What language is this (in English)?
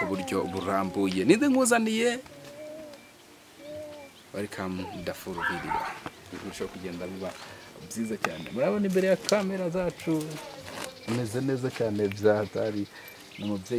Kinyarwanda